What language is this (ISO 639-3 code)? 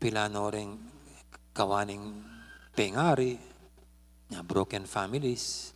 pam